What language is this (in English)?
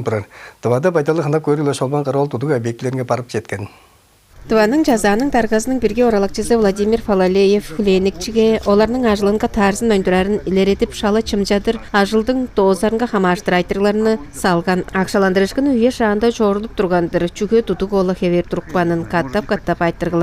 Tuvinian